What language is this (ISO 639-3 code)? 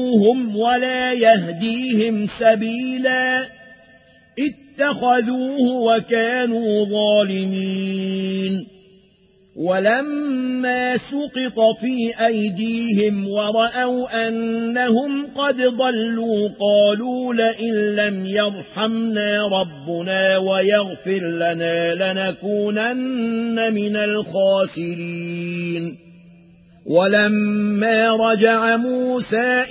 ara